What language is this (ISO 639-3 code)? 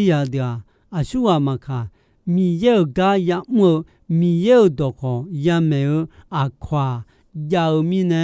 ahk